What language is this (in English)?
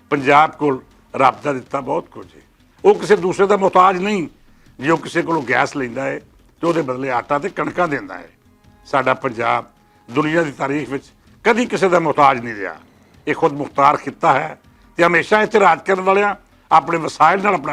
Western Panjabi